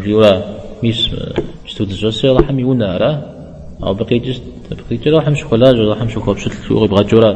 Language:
Kabardian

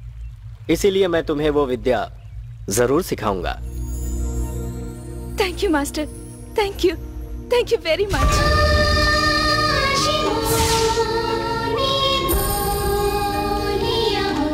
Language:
Hindi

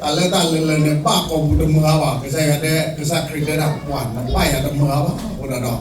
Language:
S'gaw Karen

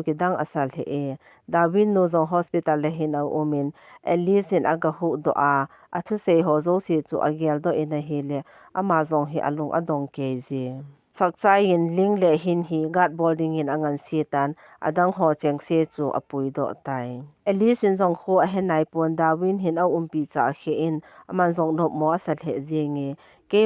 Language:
Thado Chin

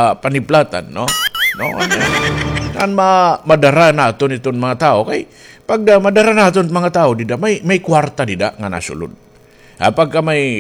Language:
Waray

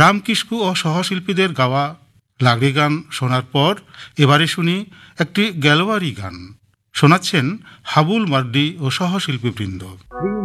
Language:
Bangla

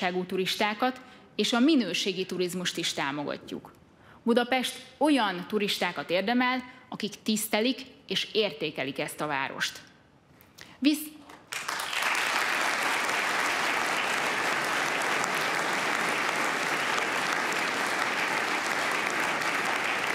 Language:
Hungarian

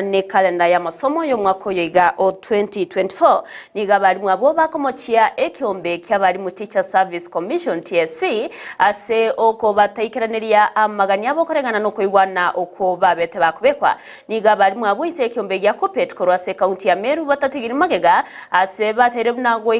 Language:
Gusii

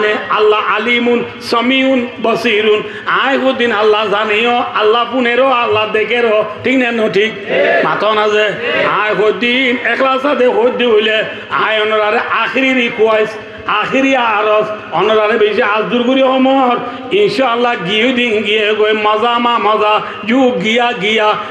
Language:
Rohingya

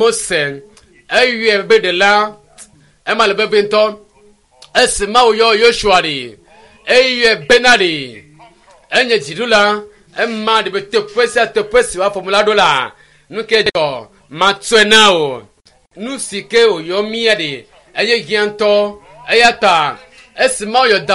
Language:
Ewe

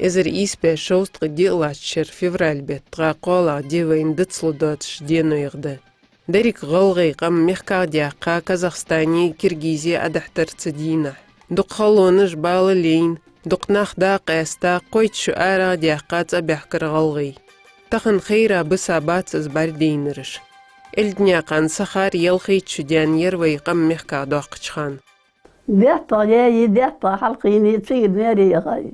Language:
Ingush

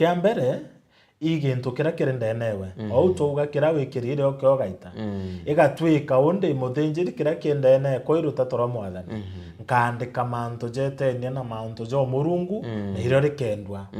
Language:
Meru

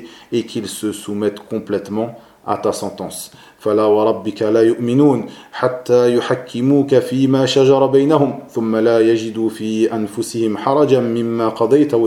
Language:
French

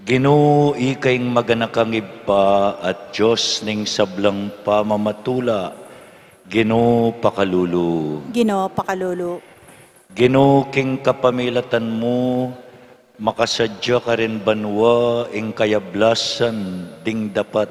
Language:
Pampanga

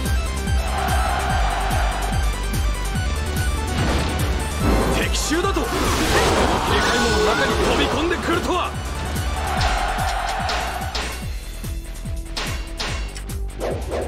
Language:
Japanese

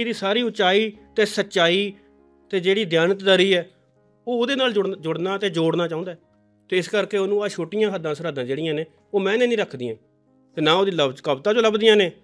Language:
Punjabi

